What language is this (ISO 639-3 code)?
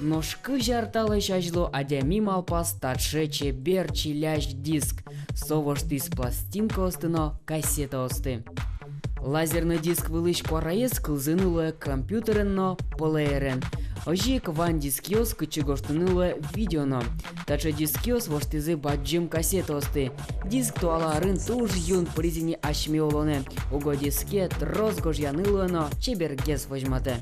udm